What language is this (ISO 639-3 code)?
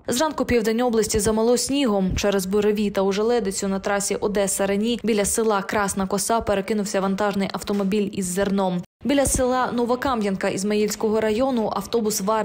ukr